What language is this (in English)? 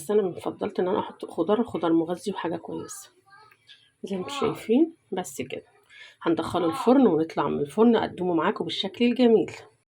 Egyptian Arabic